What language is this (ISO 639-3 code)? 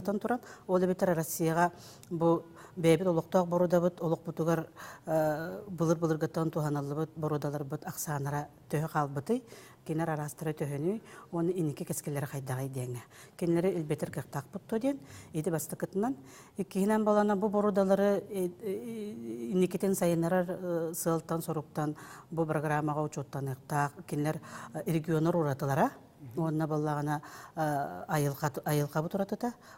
sah